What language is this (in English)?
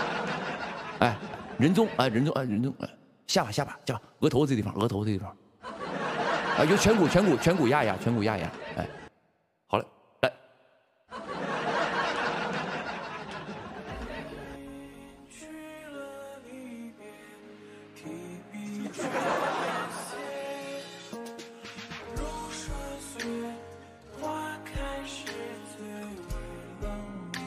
Chinese